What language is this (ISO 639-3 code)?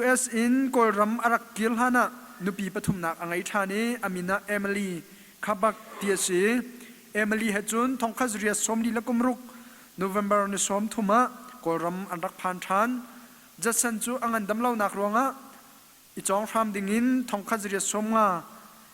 cnh